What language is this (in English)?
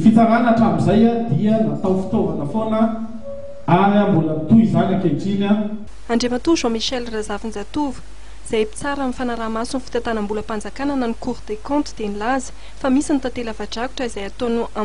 Malagasy